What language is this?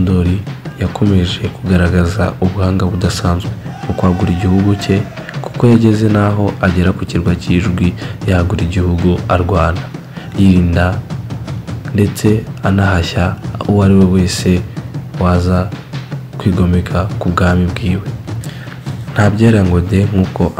Kinyarwanda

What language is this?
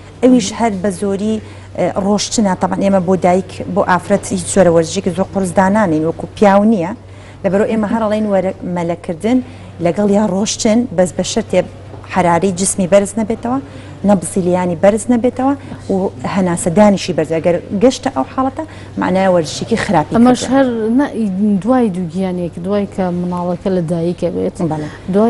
Central Kurdish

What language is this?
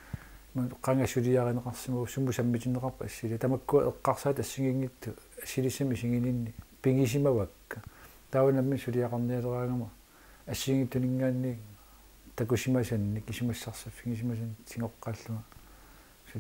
Kalaallisut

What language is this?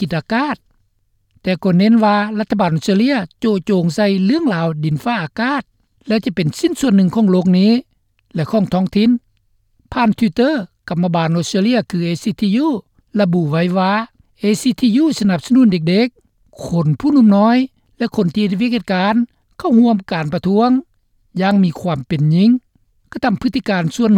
Lao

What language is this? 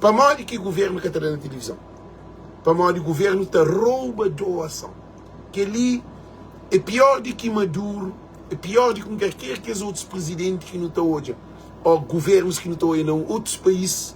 Kabuverdianu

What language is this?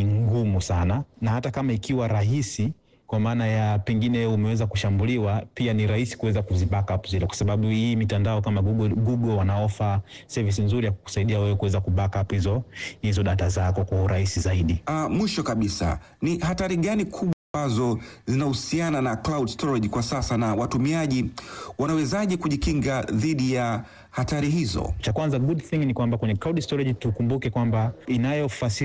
Swahili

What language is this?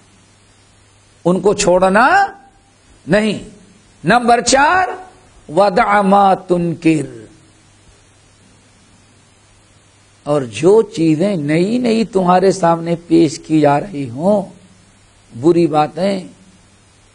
Urdu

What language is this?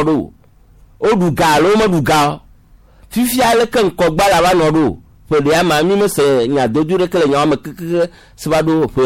Gen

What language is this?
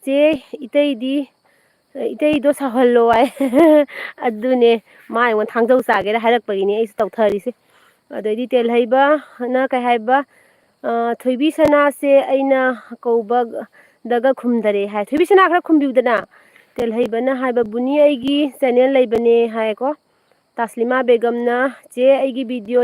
Manipuri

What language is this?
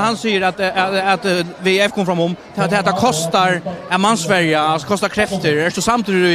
Faroese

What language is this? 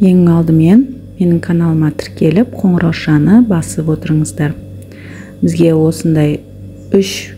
Kazakh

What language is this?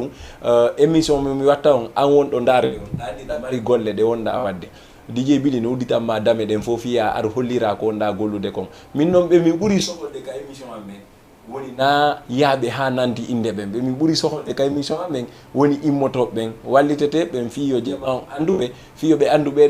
Fula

